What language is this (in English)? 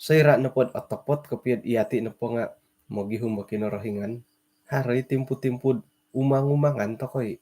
Central Dusun